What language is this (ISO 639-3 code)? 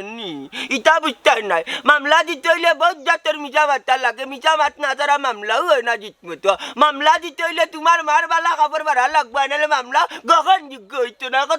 syl